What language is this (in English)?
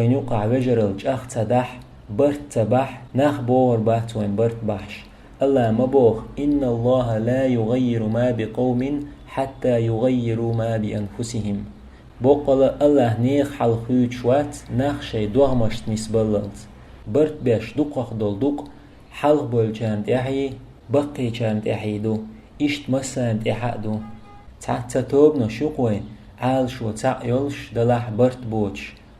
Chechen